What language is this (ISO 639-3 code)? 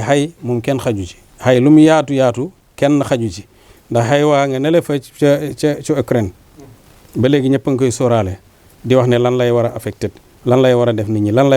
wol